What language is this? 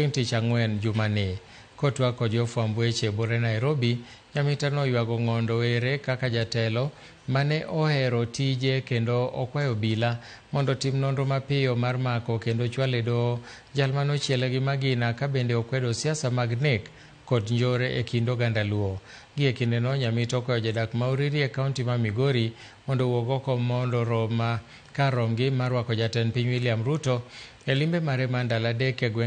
Luo (Kenya and Tanzania)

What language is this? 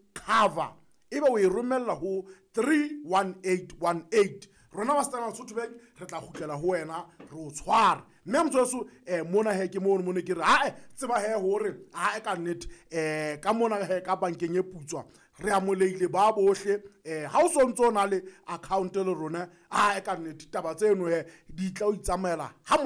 Southern Sotho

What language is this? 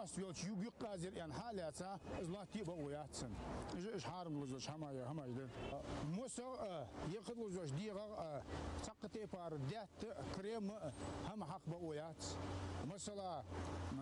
Ingush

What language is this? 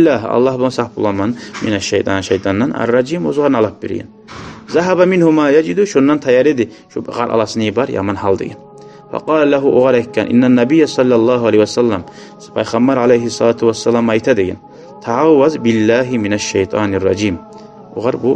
Kumyk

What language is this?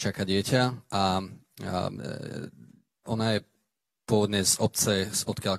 Slovak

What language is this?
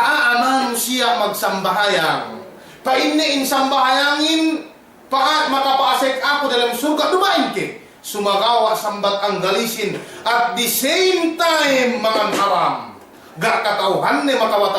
Yakan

